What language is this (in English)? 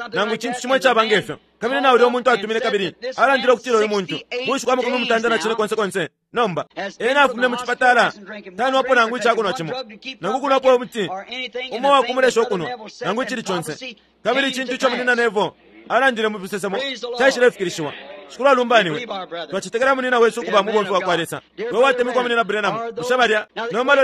Bemba